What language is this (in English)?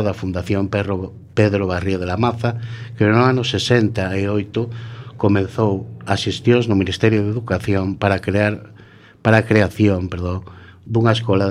Galician